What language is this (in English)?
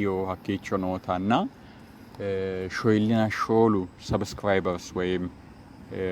Sidamo